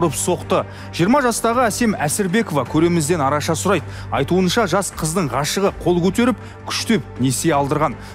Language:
Kazakh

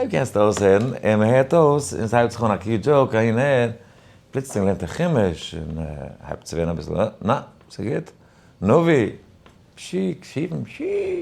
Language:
Yiddish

